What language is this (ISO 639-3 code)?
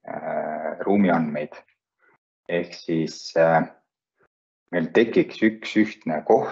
est